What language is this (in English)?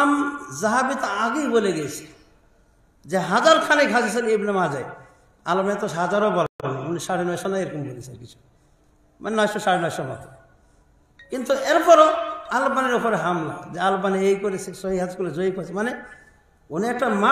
Bangla